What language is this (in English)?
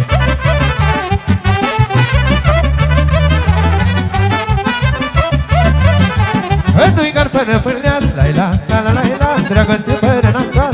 Romanian